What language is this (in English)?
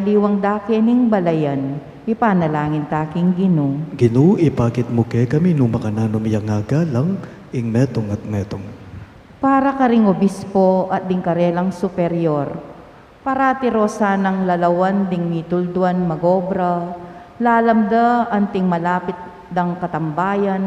Pampanga